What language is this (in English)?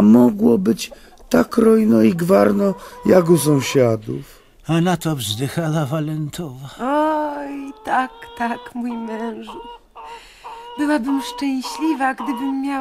Polish